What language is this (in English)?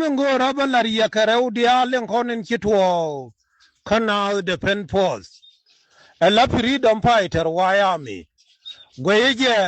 Nuer